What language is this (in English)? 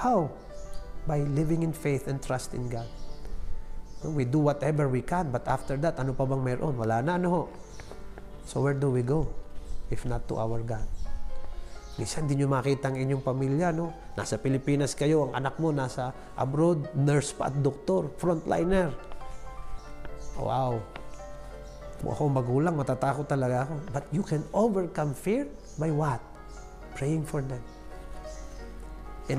Filipino